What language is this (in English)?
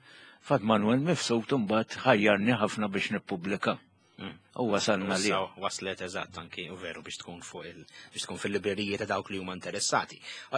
Maltese